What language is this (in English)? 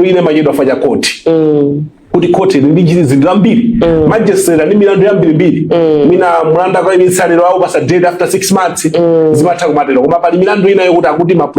Nyanja